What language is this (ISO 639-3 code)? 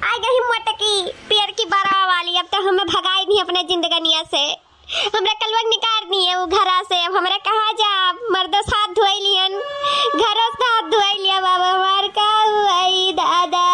awa